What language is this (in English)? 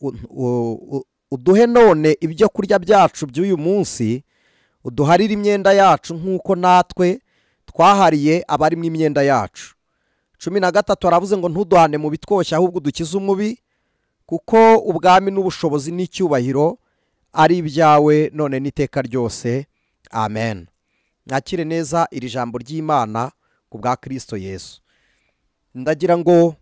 Kinyarwanda